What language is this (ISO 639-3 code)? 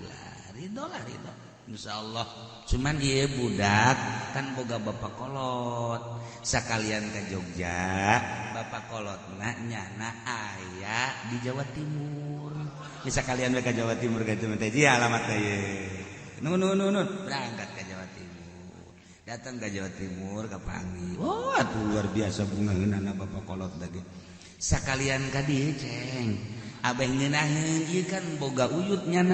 sun